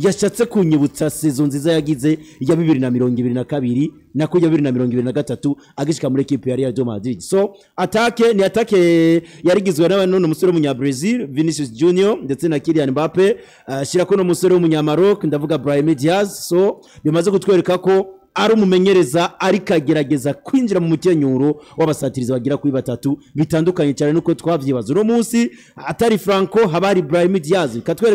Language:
Rundi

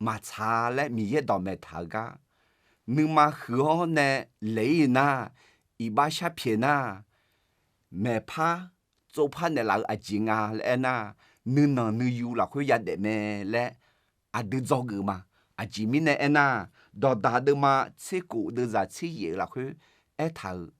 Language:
Akha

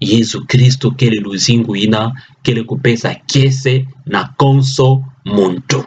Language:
Kituba (Democratic Republic of Congo)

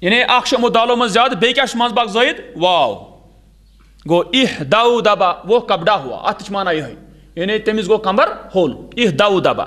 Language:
Kashmiri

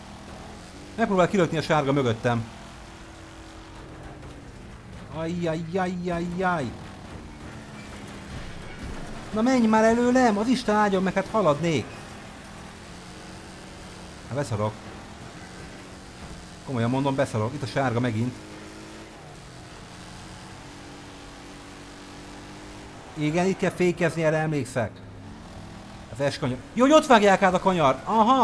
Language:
Hungarian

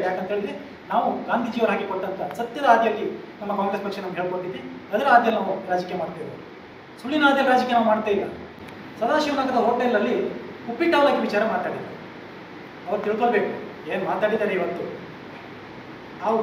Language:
Kannada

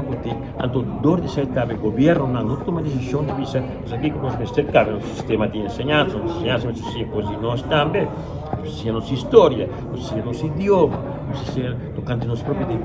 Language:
Papiamento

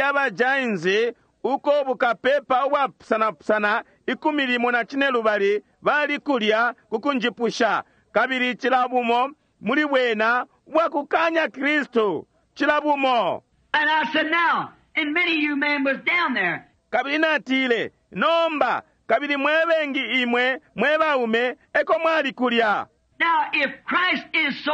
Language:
Bemba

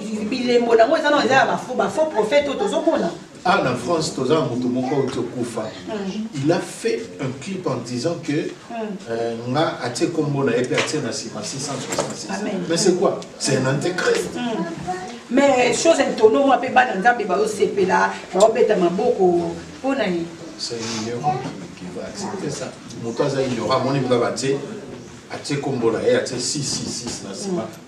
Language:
Lingala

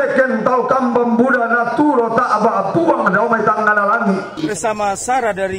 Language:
Toraja-Sa'dan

